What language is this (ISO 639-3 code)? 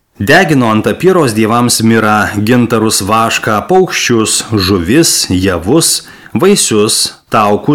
lit